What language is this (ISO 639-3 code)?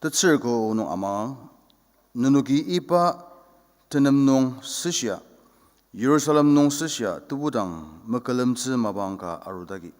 njo